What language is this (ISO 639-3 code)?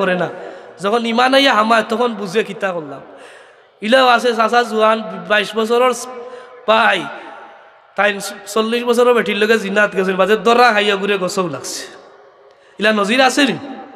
syl